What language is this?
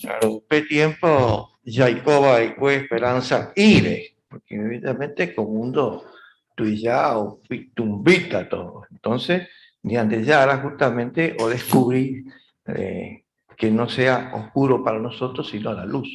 Guarani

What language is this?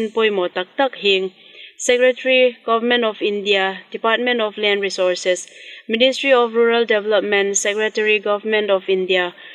Hmar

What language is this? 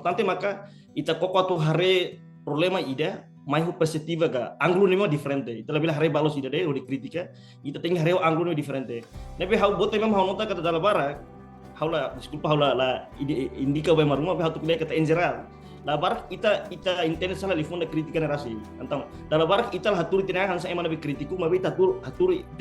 Tetum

